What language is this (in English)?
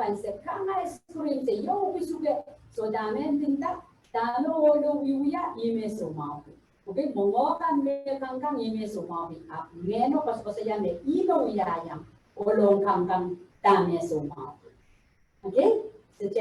Pohnpeian